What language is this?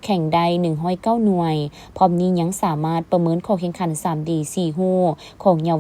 Lao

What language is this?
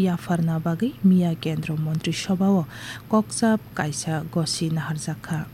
Kok Borok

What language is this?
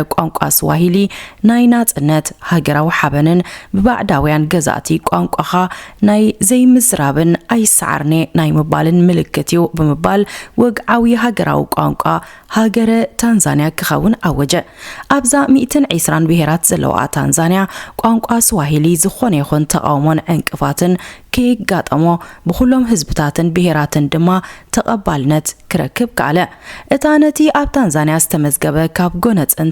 Tigrinya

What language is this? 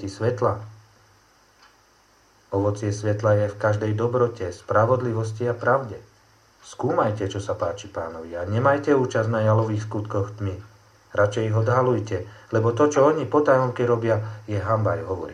Slovak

